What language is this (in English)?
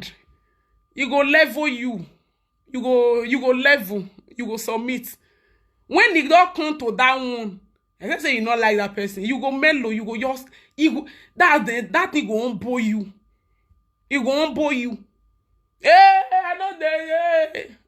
Nigerian Pidgin